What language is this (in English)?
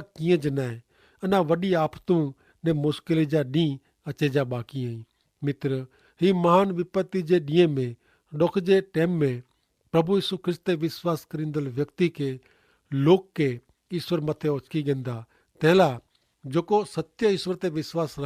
Kachhi